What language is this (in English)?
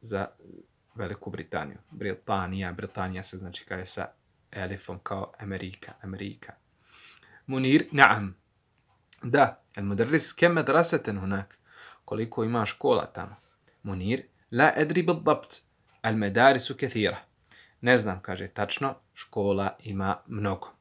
Bosnian